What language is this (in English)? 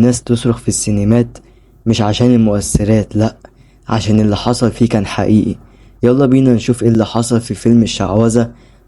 Egyptian Arabic